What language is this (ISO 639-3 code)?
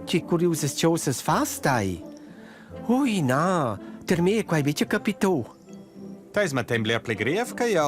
roh